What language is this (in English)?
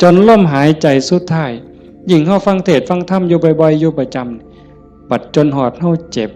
Northeastern Thai